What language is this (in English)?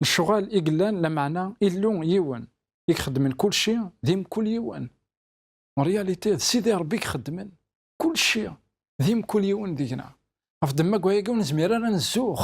Kabyle